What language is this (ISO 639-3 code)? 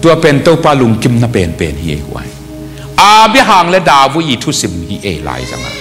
ctd